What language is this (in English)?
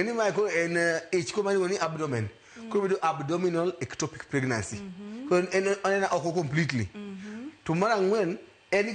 Luo (Kenya and Tanzania)